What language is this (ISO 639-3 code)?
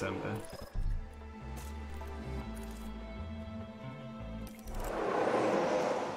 hun